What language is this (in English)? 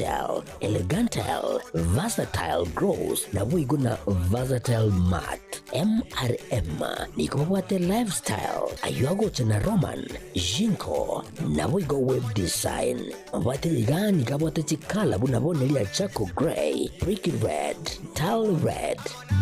Gusii